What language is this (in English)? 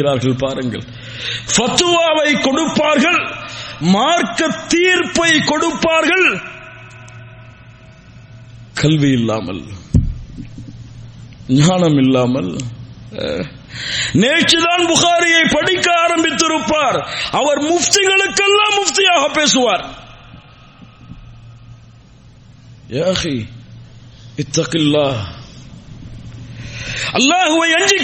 Tamil